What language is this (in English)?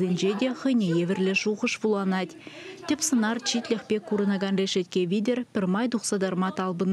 Chuvash